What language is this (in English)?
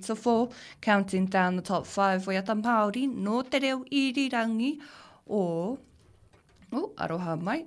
Māori